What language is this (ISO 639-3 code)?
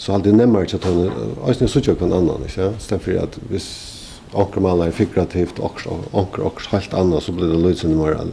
fao